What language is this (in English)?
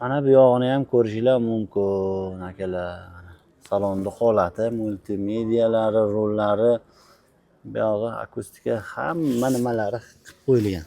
Uzbek